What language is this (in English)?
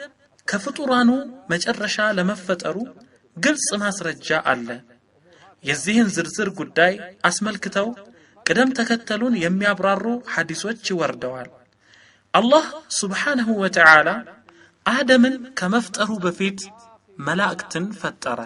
Amharic